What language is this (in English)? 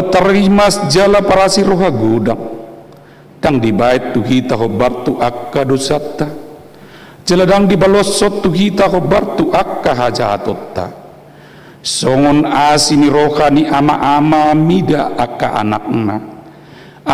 Batak Toba